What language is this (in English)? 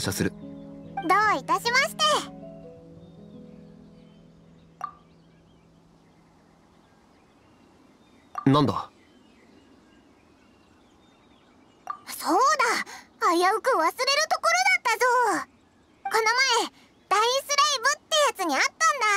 Japanese